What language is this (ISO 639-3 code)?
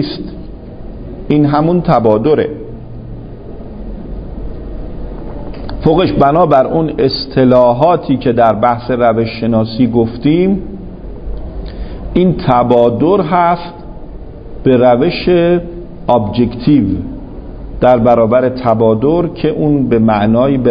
fas